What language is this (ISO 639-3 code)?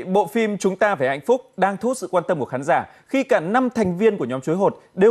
vie